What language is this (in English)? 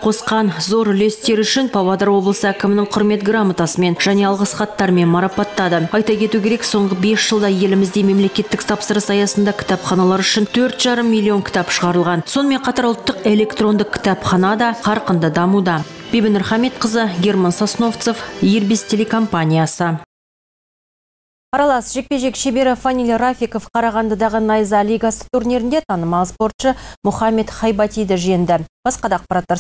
Kazakh